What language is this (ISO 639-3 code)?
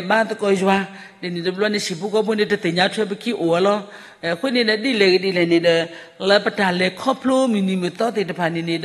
ksw